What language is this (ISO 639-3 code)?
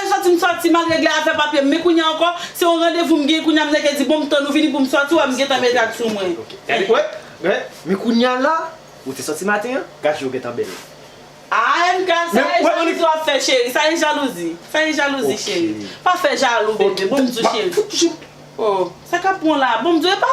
hat